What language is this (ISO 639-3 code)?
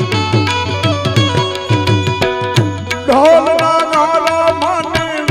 guj